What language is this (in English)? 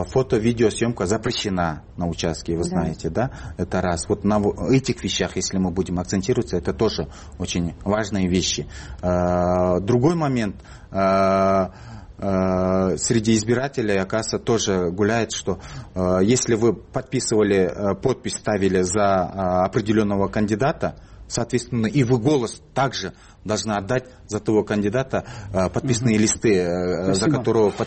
Russian